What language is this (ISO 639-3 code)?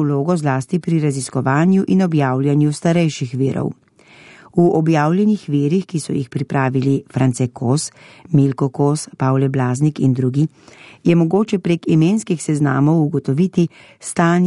slv